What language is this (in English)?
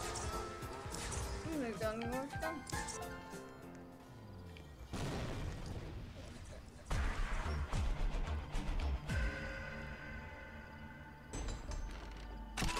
English